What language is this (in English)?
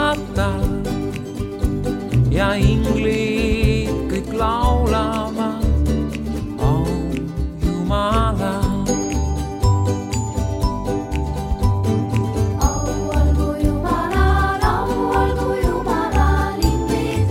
Estonian